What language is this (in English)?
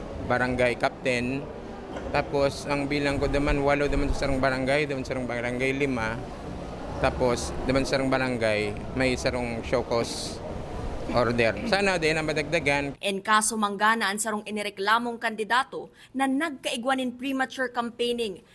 Bikol